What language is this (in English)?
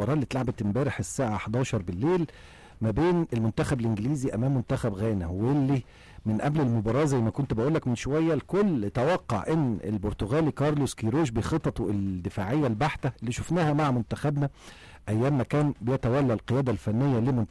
Egyptian Arabic